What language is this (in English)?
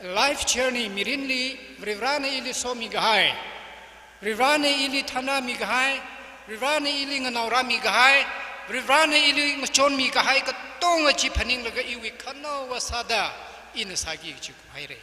Tangkhul Naga (India)